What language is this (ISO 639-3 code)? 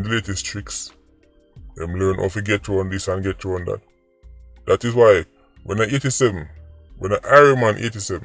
jam